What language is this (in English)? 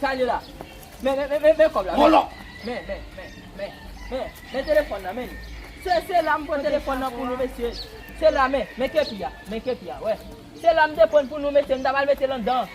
Haitian Creole